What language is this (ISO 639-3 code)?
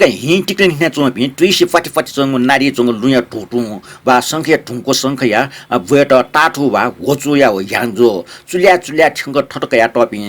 new